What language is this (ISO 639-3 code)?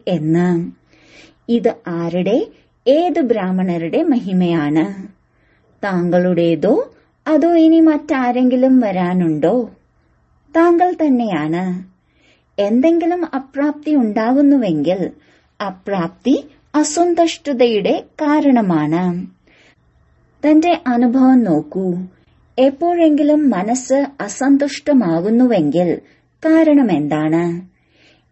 mal